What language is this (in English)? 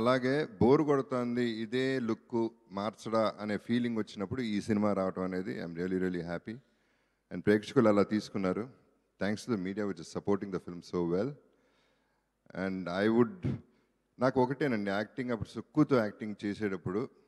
Telugu